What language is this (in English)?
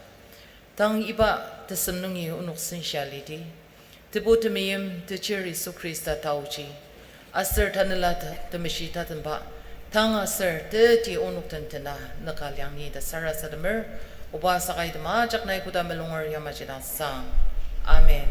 Ao Naga